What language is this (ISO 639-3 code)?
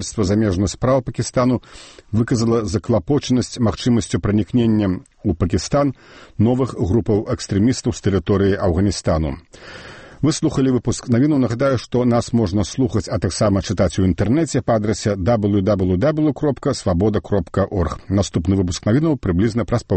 bel